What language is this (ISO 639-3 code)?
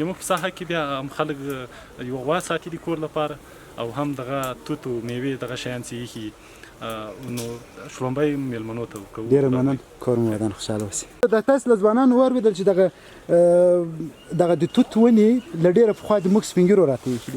pus